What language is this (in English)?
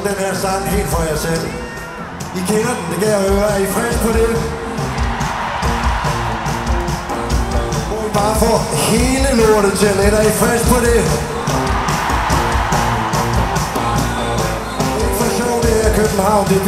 Danish